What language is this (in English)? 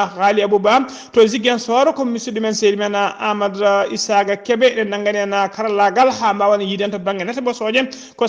Fula